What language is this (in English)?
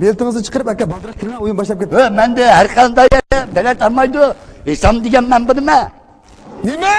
Uyghur